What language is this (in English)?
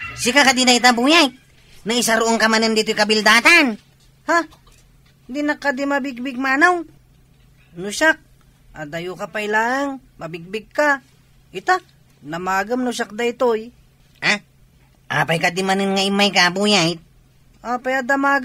Iloko